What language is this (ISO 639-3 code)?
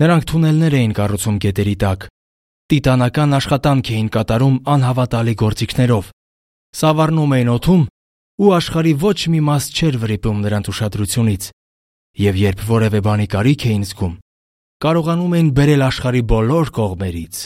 hye